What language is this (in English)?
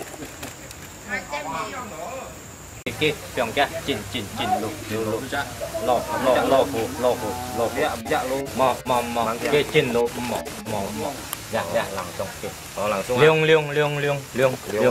Vietnamese